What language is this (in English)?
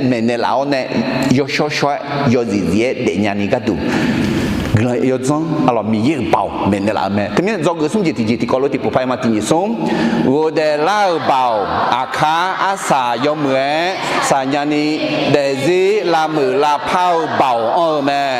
Akha